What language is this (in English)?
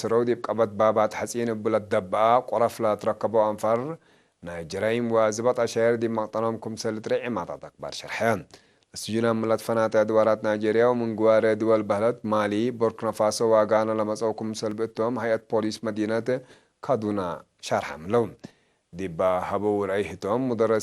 Tigre